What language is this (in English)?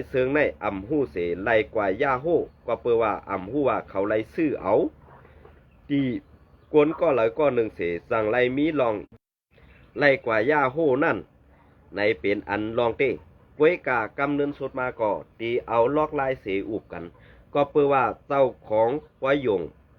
Shan